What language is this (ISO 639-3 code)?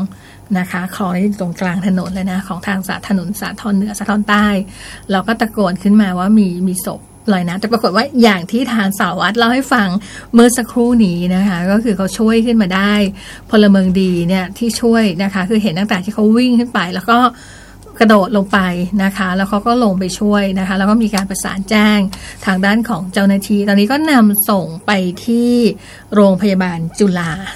tha